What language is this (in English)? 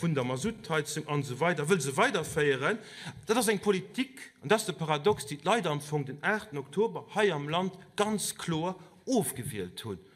Luxembourgish